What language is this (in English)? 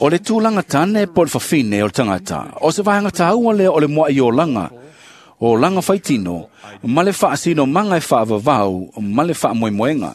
Samoan